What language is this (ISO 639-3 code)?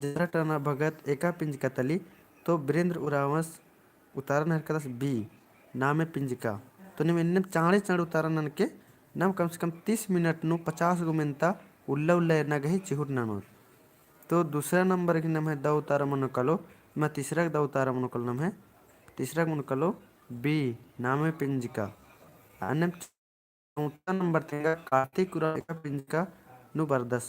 kru